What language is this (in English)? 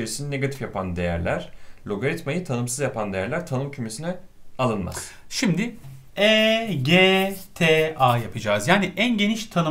Turkish